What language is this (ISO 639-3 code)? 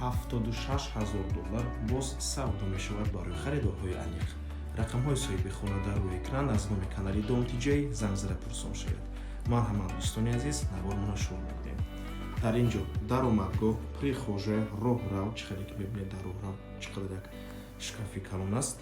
tgk